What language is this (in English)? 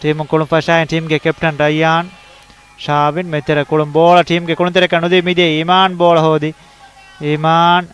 Divehi